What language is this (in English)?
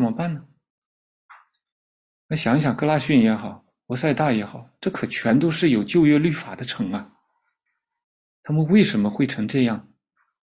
Chinese